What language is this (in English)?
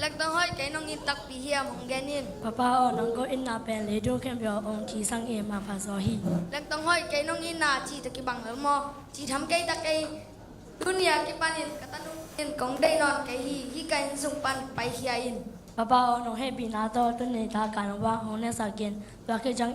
Tedim Chin